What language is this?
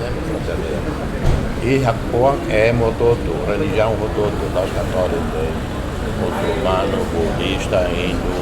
Tetum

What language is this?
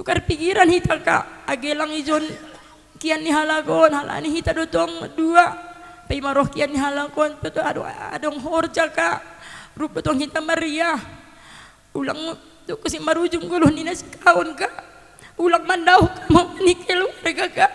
Batak Simalungun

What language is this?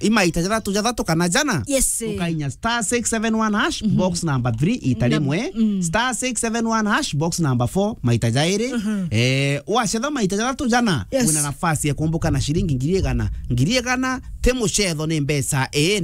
Meru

